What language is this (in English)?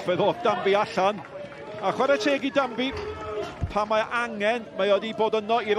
Welsh